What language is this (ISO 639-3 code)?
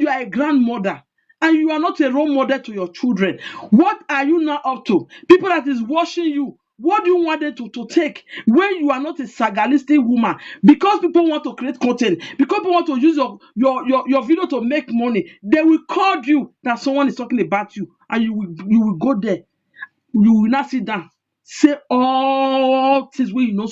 pcm